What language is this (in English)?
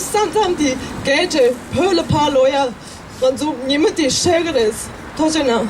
Tibetan